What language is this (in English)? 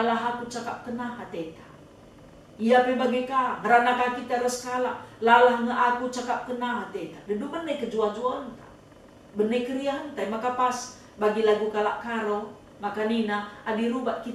Batak Karo